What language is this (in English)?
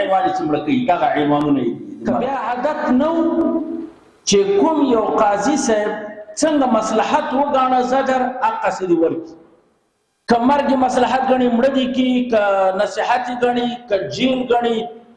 Pashto